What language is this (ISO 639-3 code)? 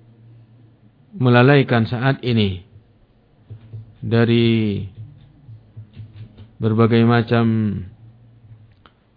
ind